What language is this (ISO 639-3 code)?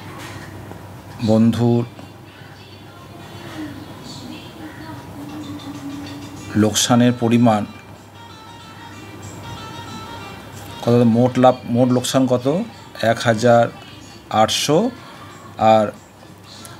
ben